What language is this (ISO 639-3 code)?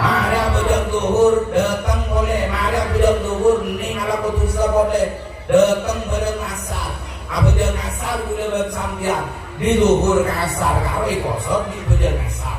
mad